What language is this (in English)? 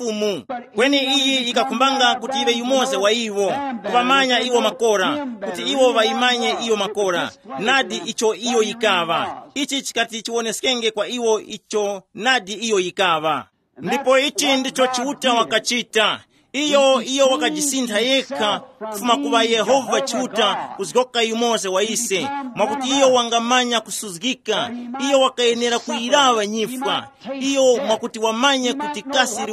Tumbuka